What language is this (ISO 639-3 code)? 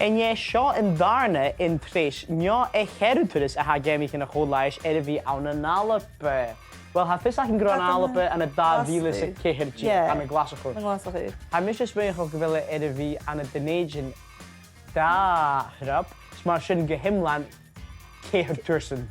gla